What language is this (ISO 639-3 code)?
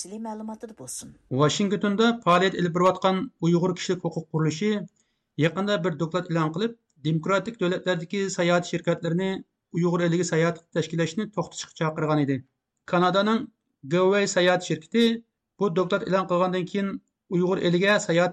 uig